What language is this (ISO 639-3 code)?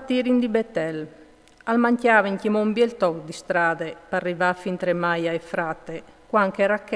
fur